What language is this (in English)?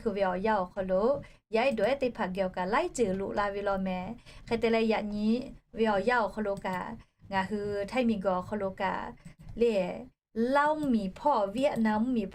Lahu